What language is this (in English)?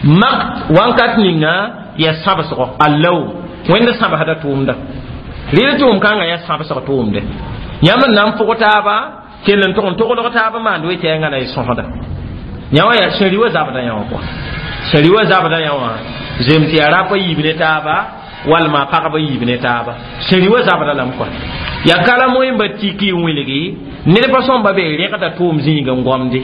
Mossi